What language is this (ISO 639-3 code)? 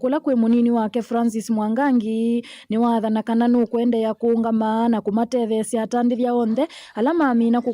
kam